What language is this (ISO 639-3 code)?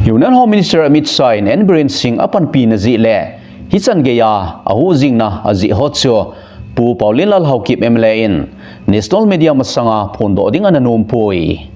tcz